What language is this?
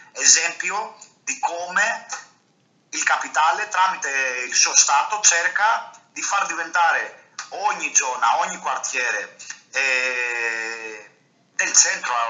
Italian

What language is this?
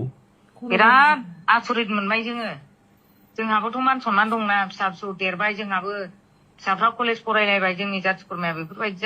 Bodo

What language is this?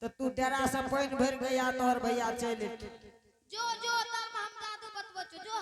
Angika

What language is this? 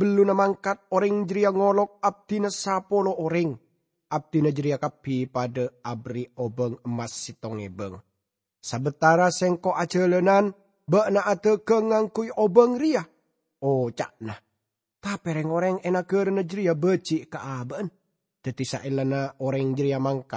Madurese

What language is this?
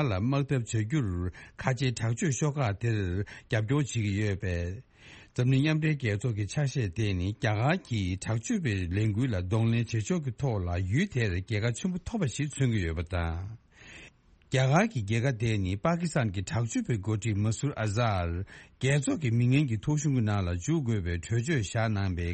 Tibetan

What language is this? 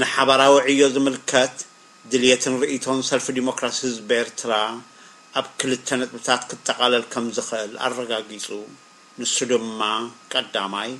Tigrinya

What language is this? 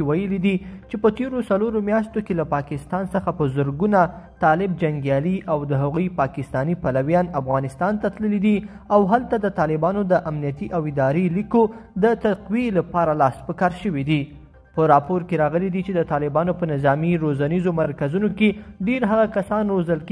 Pashto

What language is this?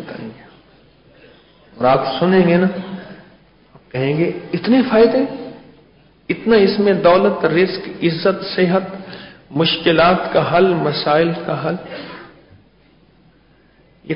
Urdu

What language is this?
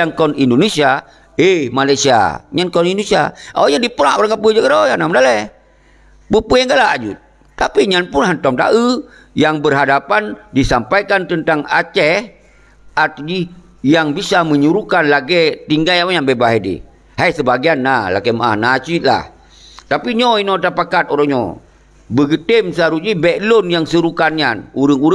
Achinese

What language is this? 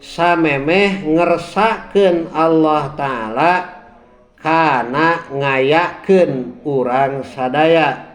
Sundanese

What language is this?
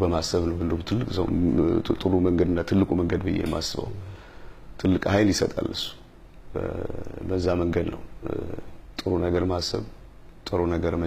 Amharic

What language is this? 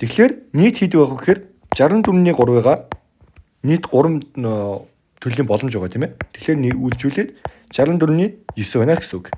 Mongolian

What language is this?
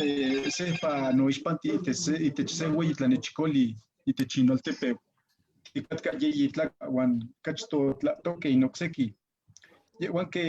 Eastern Huasteca Nahuatl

